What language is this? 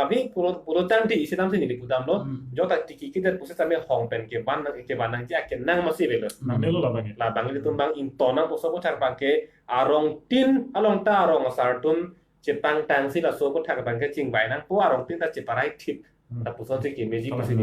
Karbi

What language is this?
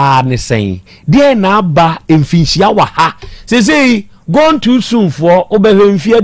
Akan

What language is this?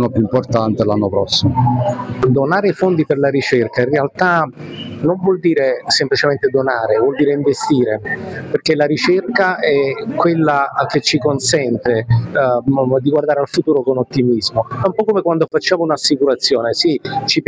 Italian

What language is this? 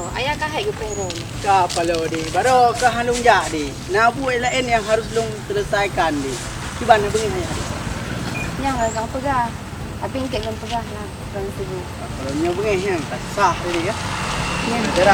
Achinese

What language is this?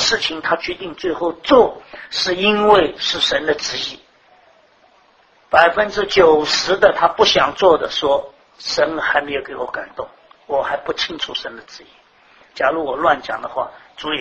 Chinese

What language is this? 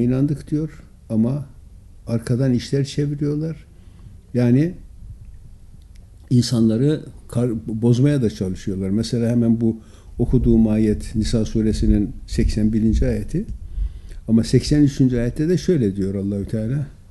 Turkish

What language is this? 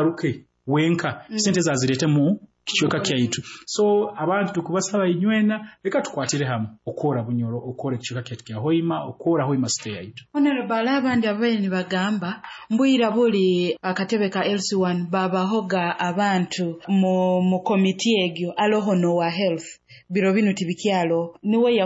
Nyoro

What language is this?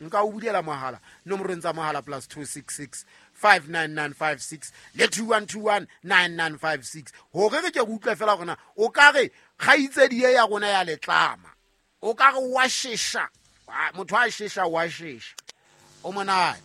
Southern Sotho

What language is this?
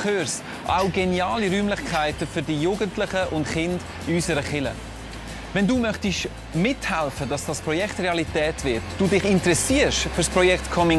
Swiss German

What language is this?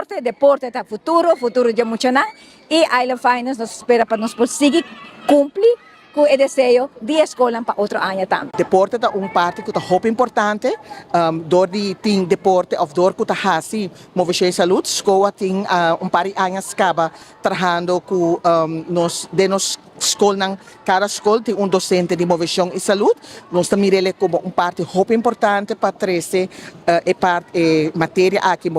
Papiamento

